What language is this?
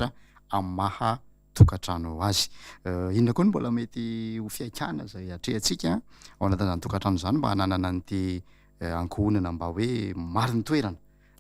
Malagasy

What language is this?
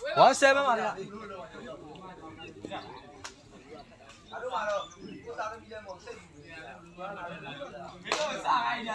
Burmese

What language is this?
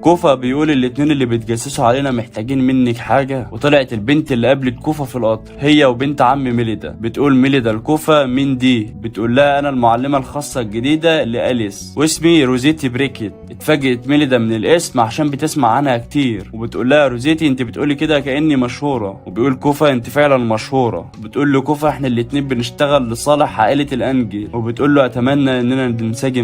Egyptian Arabic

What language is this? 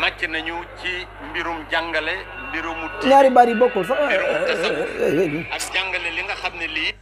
Wolof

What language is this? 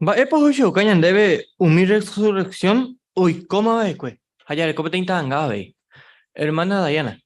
Guarani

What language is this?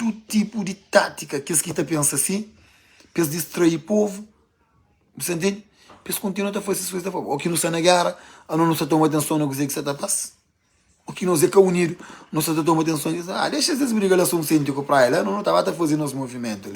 Kabuverdianu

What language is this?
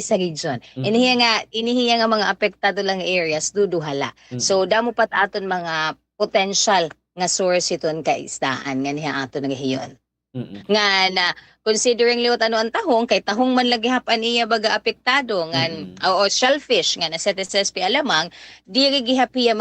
Waray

